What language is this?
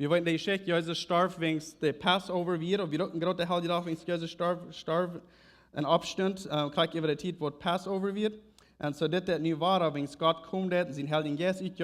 Plautdietsch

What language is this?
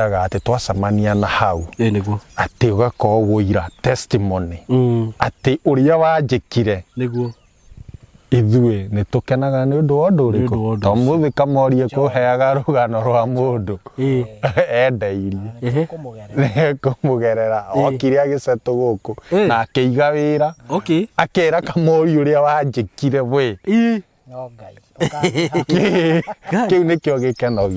Kikuyu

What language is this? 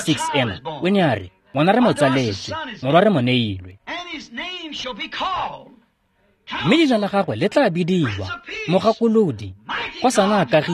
Tswana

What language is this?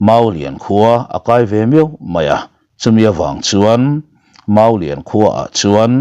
Mizo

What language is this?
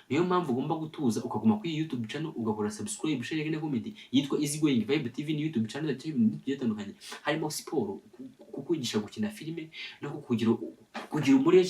Kinyarwanda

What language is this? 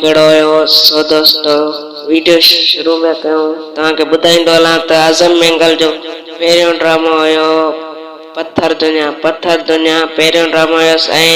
Sindhi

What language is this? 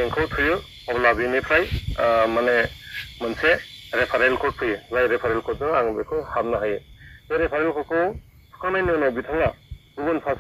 Bodo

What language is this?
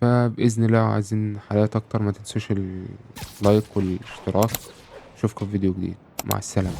Egyptian Arabic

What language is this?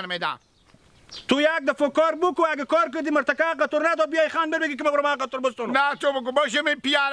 Hazaragi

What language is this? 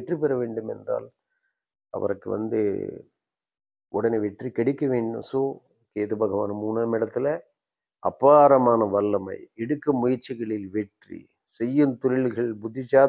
Tamil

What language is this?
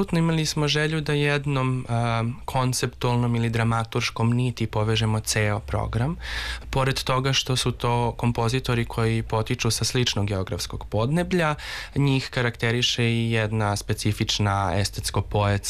Serbian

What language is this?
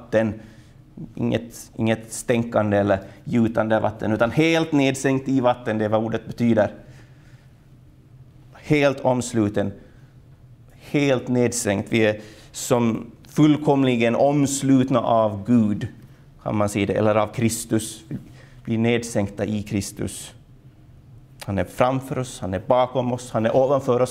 Swedish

